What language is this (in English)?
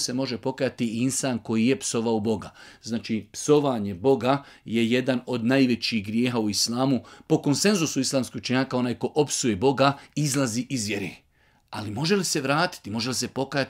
Bosnian